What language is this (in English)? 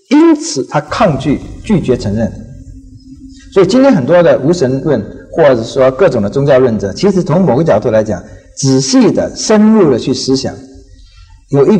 Chinese